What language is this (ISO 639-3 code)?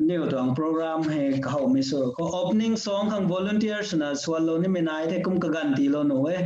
nbu